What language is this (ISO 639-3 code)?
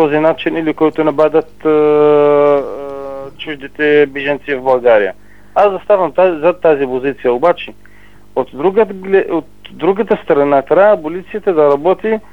bul